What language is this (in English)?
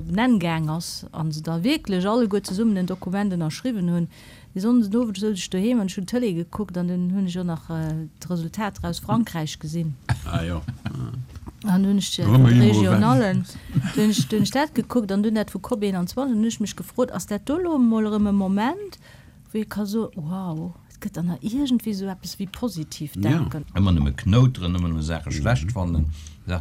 Luxembourgish